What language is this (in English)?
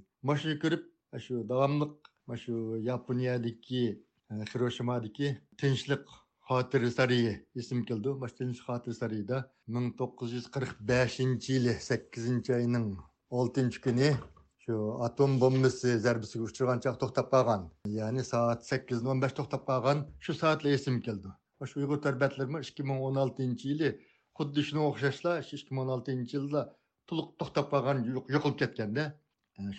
Uyghur